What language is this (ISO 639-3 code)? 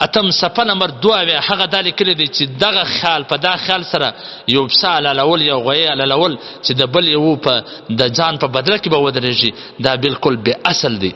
pus